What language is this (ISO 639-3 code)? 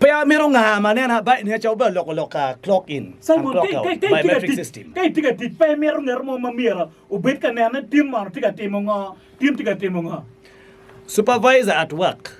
ach